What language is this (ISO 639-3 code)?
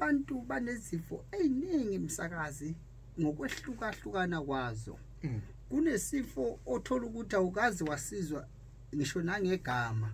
zul